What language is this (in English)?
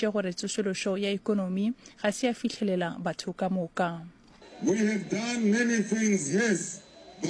Northern Sotho